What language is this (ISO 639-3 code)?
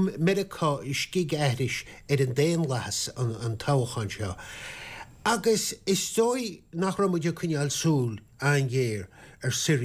gle